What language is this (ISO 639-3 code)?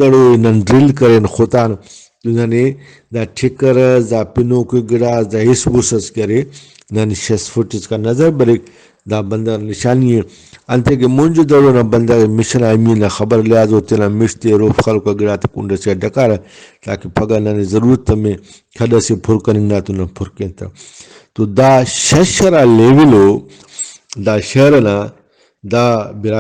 brh